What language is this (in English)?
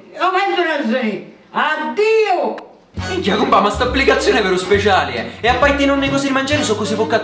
Sicilian